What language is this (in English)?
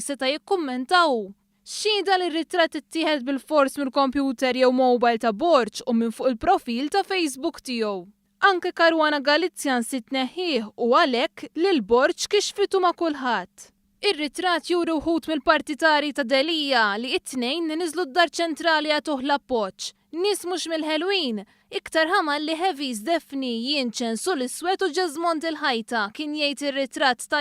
Maltese